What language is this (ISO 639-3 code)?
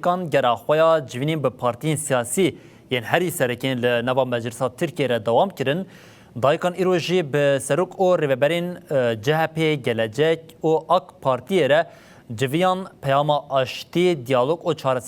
kur